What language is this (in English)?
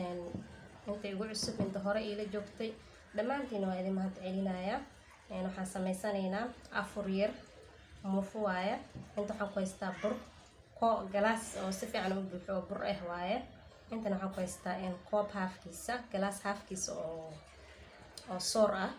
Somali